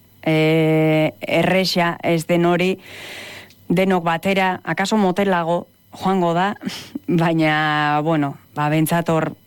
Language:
Basque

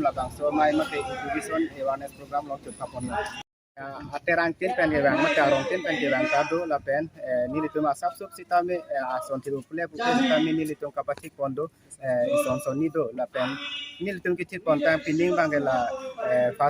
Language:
Karbi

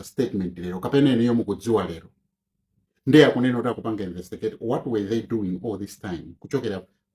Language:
Nyanja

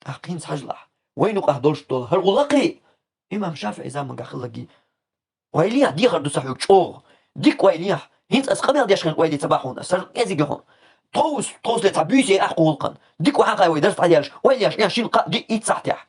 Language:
Chechen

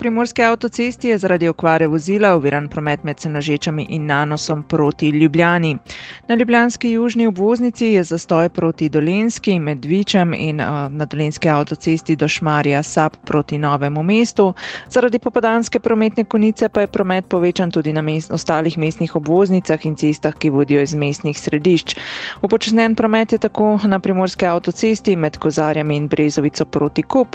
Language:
Slovenian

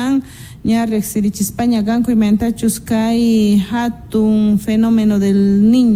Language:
South Bolivian Quechua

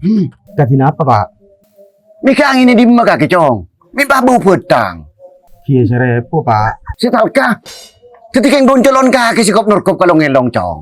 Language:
Madurese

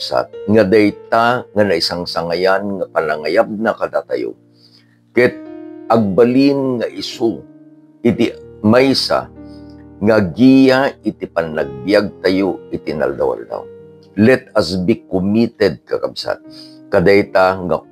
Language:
Iloko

